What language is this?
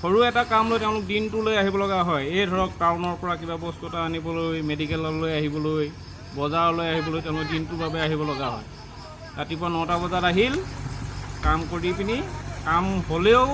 Assamese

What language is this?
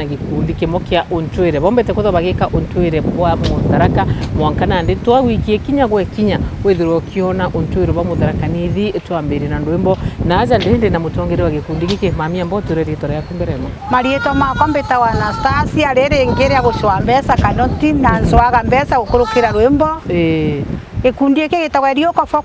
Meru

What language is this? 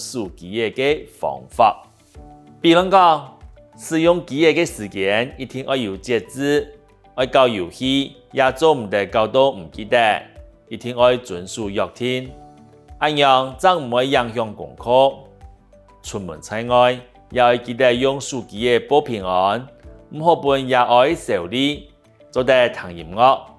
Hakka Chinese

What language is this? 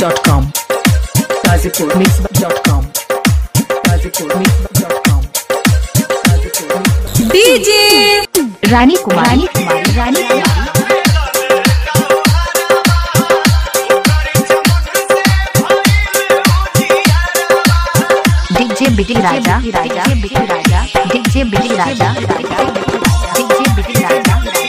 Bhojpuri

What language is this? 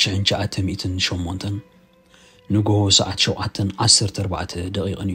Tigrinya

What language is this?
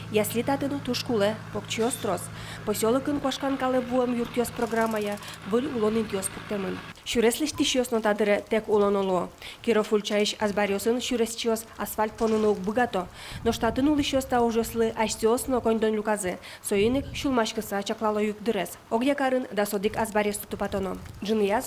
Udmurt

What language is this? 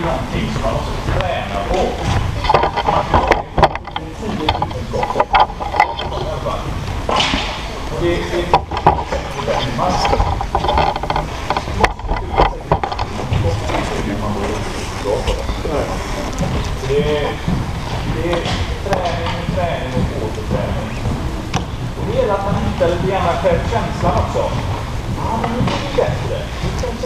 Swedish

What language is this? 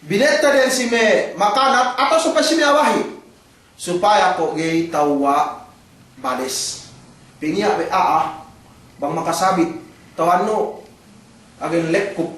Yakan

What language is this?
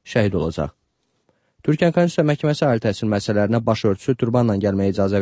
Azerbaijani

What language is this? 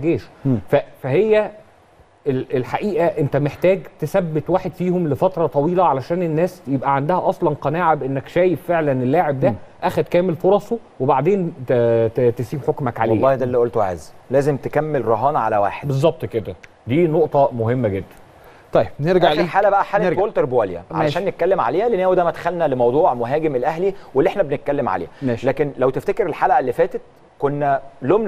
Egyptian Arabic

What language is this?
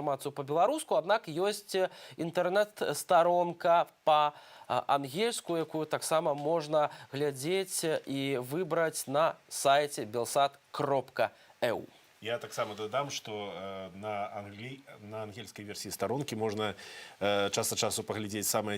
Belarusian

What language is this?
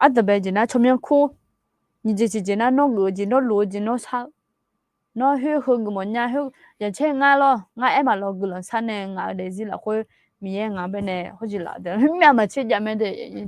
Akha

